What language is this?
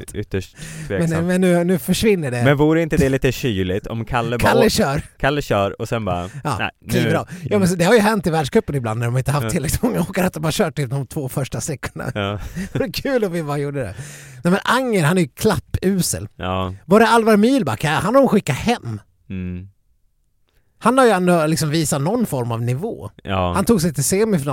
Swedish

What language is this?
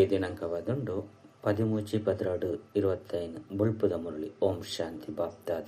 Tulu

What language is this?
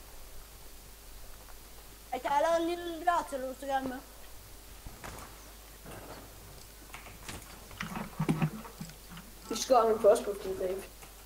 Danish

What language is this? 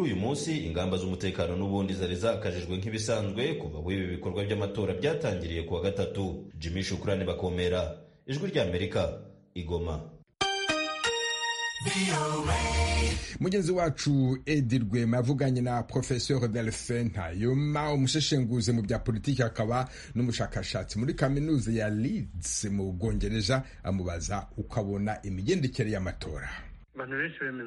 Kinyarwanda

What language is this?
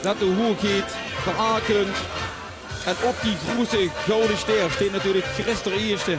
Limburgish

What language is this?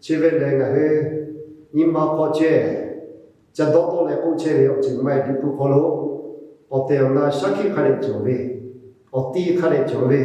Lahu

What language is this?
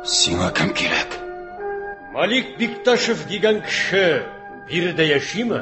Tatar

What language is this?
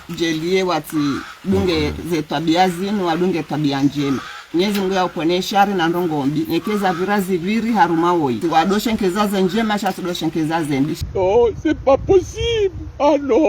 Ngazidja Comorian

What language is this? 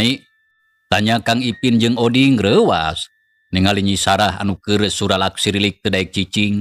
Sundanese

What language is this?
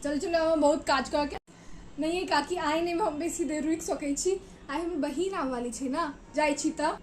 Maithili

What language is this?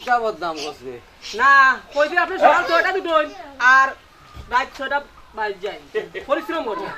Sylheti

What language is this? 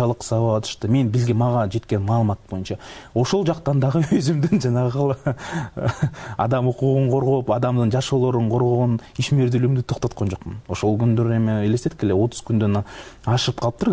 Kyrgyz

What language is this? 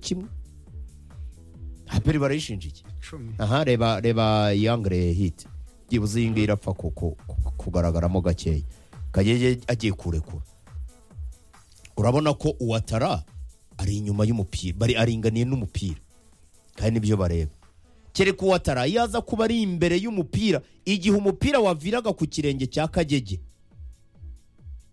Kinyarwanda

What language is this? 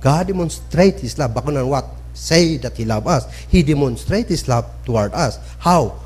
Kankanaey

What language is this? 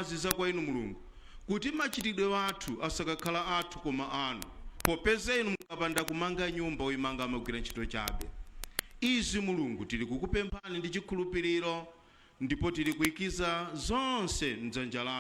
Nyanja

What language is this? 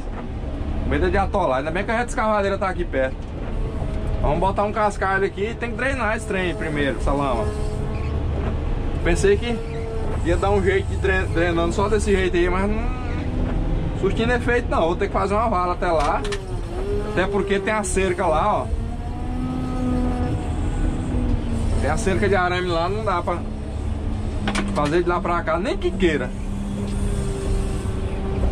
Portuguese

